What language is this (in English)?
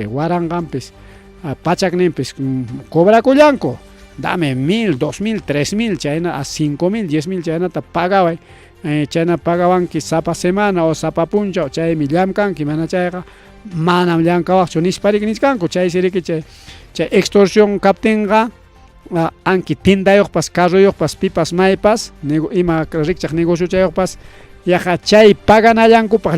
Ayacucho Quechua